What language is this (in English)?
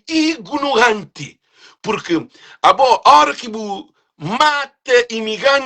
Kabuverdianu